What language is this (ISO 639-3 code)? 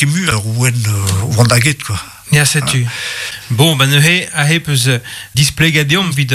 bre